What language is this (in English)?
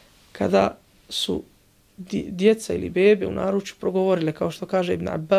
Bosnian